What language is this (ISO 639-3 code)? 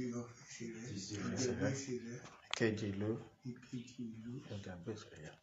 yor